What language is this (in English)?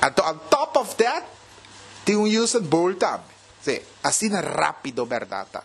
Papiamento